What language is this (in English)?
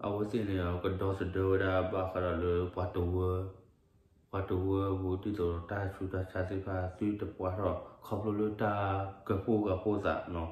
S'gaw Karen